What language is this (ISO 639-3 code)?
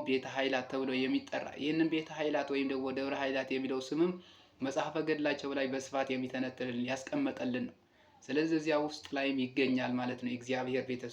amh